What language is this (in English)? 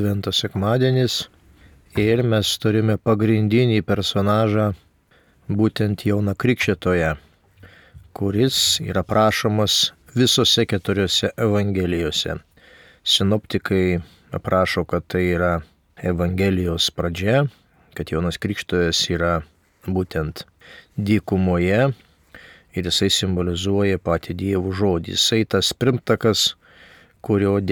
Lithuanian